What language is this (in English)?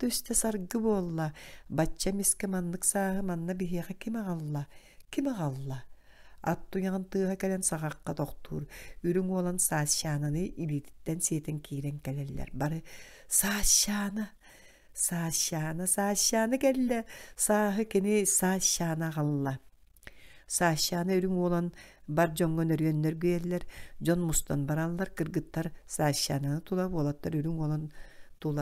Yakut